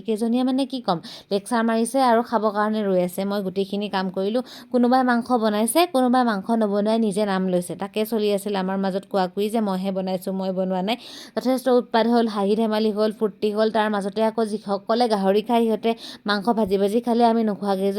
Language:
Assamese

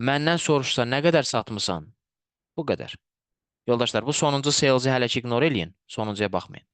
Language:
Azerbaijani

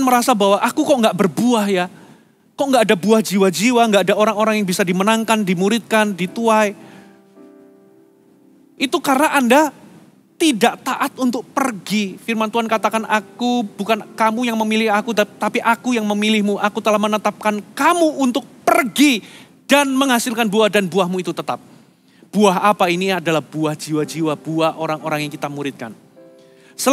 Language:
Indonesian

